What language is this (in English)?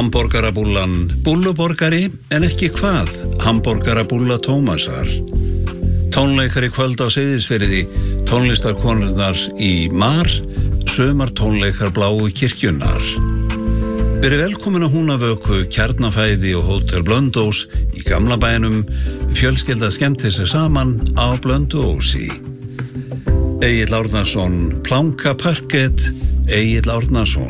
Icelandic